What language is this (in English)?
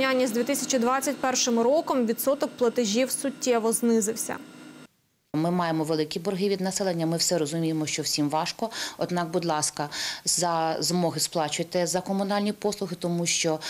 Ukrainian